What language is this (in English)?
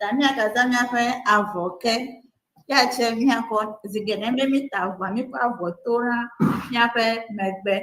Ewe